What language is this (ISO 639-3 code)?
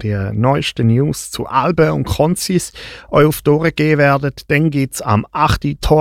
deu